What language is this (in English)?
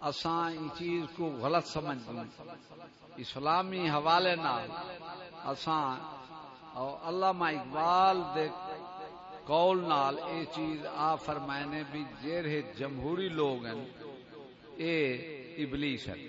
Saraiki